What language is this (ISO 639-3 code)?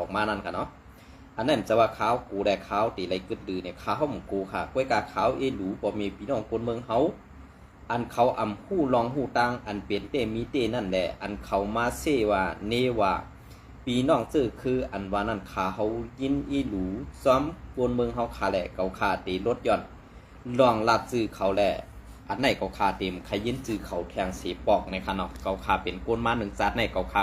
shn